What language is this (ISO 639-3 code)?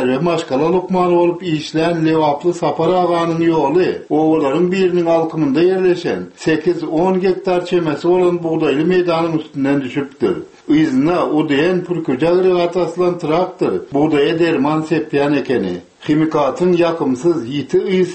tuk